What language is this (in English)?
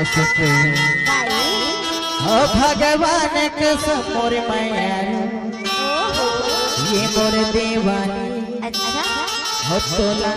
Chhattisgarhi